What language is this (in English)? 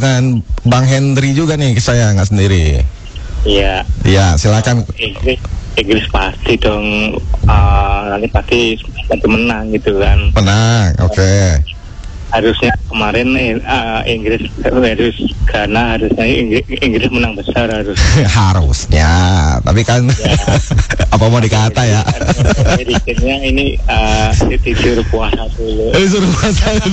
Indonesian